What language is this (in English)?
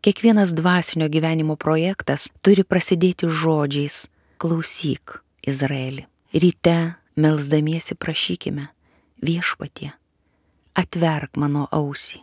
Lithuanian